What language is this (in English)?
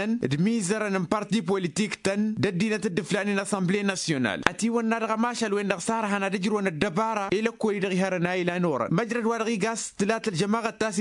Tamasheq